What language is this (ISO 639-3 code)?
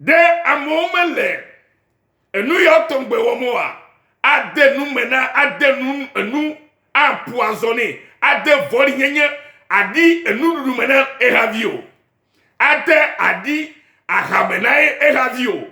ewe